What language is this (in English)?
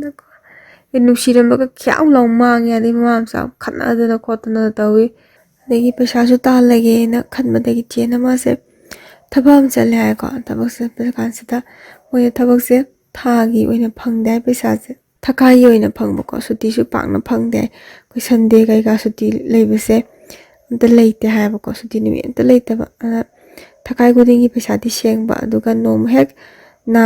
Manipuri